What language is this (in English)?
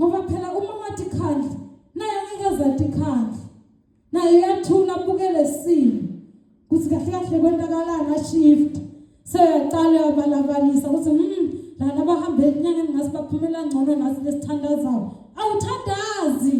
Zulu